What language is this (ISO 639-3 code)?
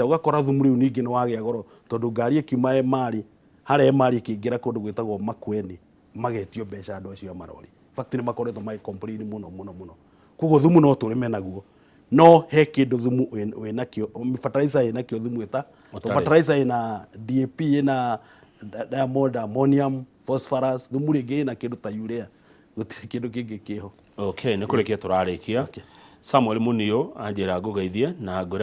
kik